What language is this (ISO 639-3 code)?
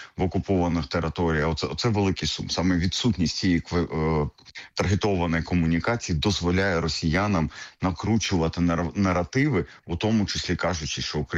ukr